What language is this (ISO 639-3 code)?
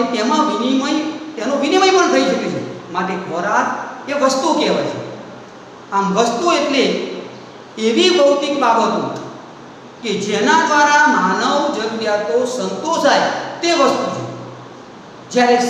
guj